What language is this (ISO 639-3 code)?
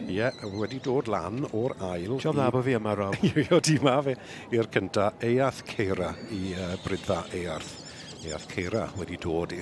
cym